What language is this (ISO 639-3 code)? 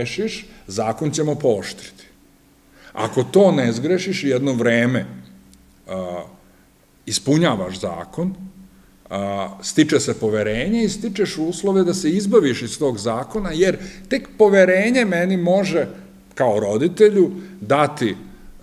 srp